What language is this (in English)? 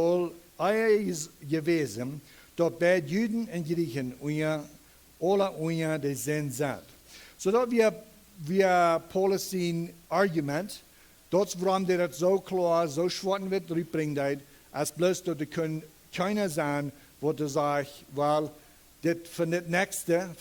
Plautdietsch